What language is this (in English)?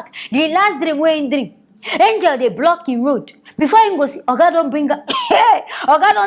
Nigerian Pidgin